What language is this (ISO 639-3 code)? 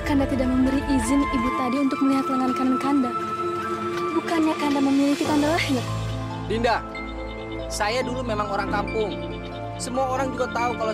ind